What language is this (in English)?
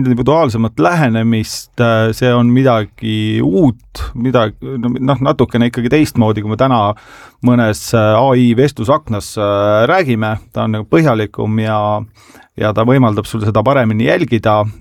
Estonian